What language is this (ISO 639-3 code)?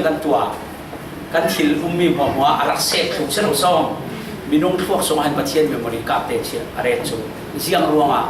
cfm